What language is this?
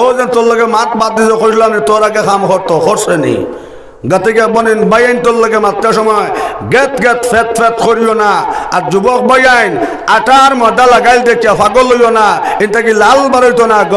Sylheti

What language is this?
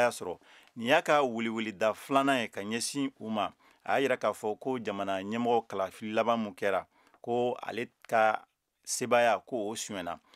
Bambara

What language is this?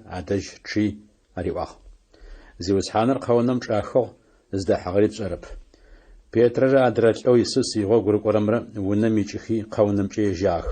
Adyghe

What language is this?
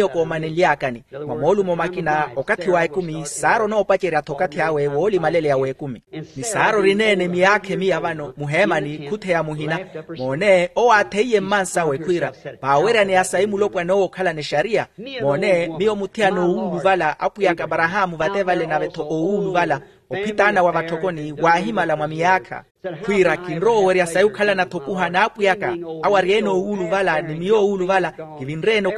Makhuwa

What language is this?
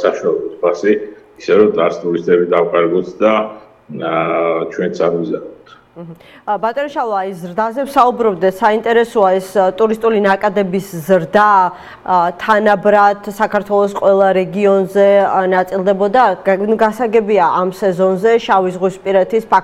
Georgian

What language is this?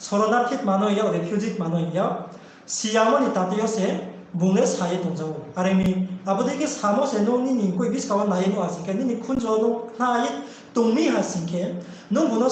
Riang (India)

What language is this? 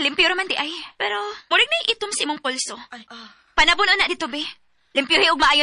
Cebuano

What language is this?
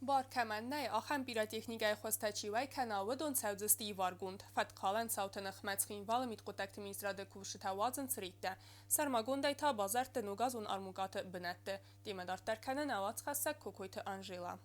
Ossetic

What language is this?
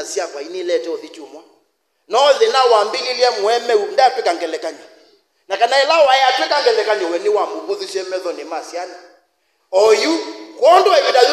Kamba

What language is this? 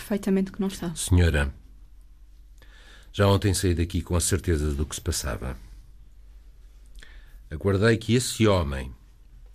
Portuguese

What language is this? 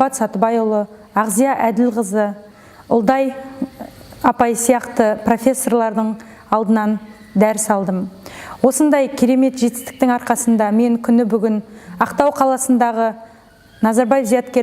Kazakh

